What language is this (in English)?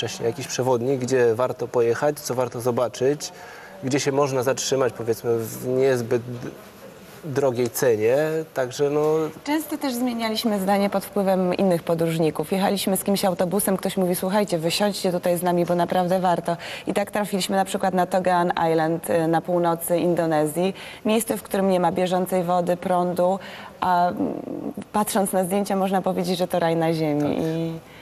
Polish